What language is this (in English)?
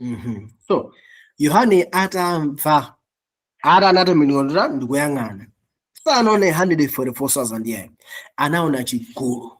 Nyanja